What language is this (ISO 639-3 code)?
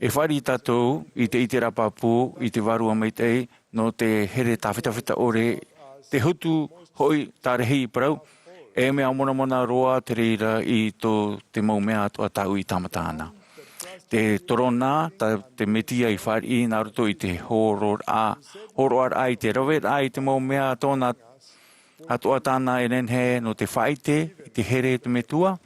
tah